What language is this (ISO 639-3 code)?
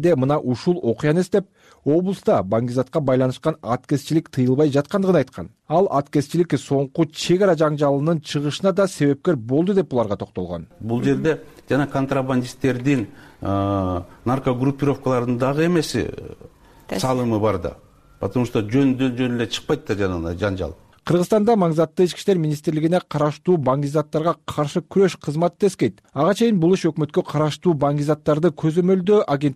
kir